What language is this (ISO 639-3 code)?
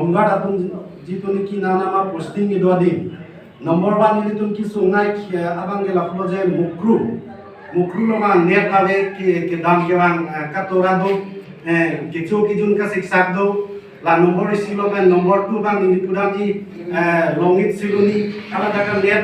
mjw